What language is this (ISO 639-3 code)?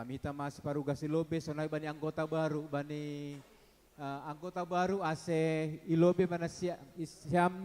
bts